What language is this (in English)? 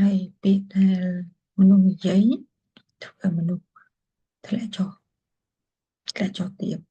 Khmer